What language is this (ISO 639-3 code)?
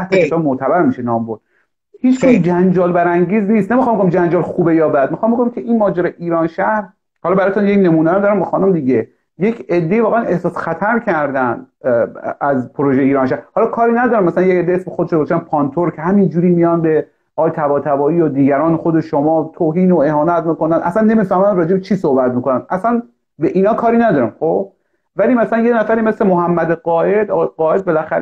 fas